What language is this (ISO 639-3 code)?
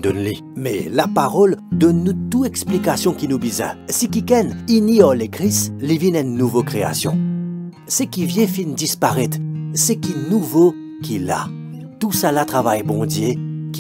mfe